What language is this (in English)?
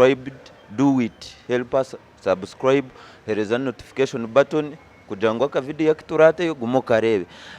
Nyankole